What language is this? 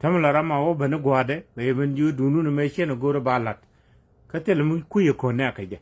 Nuer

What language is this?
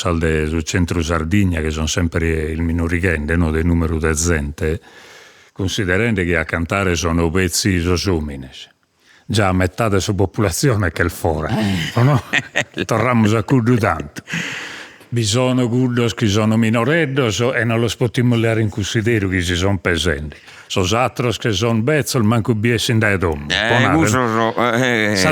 Sardinian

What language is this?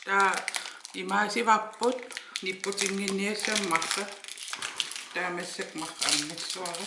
Kalaallisut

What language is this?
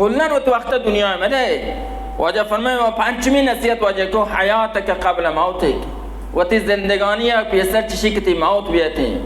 Baluchi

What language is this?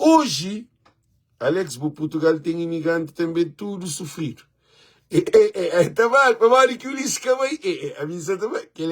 Kabuverdianu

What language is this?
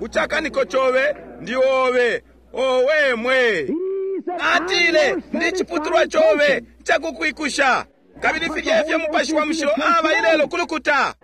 Bemba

